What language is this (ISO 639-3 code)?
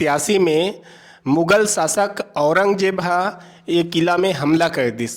hne